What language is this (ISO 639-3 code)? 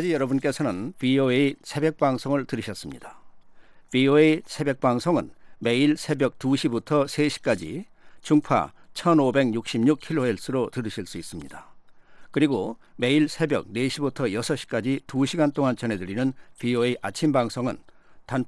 kor